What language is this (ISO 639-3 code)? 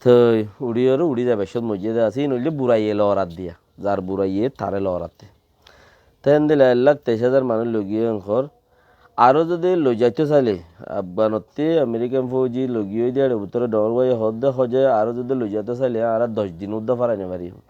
rhg